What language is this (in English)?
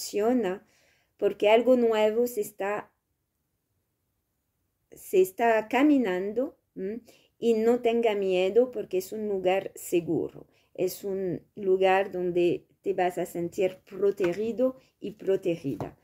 Spanish